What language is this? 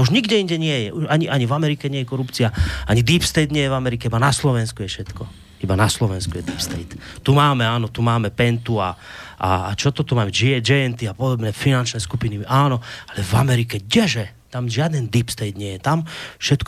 Slovak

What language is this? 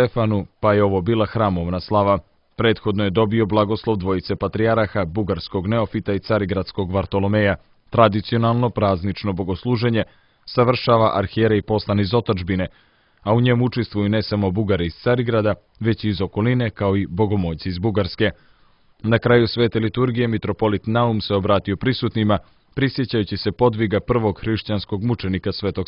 Serbian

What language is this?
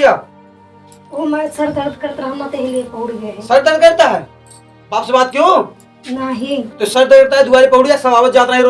Awadhi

